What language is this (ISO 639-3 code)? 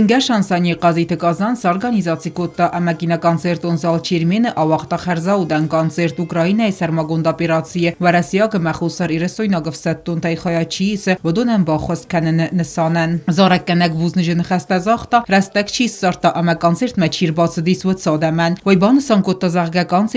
oss